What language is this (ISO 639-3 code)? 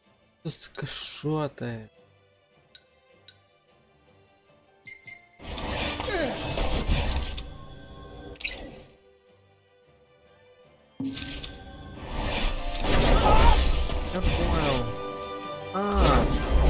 rus